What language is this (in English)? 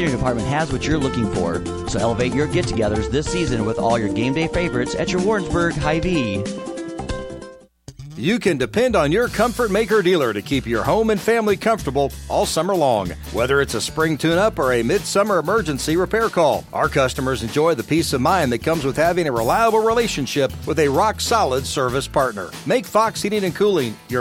English